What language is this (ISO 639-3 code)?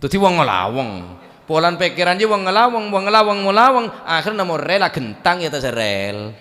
mad